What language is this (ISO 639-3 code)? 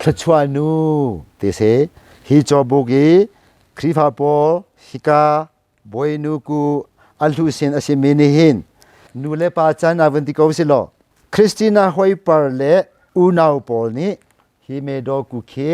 cnh